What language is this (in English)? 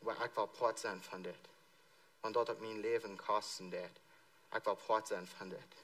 Plautdietsch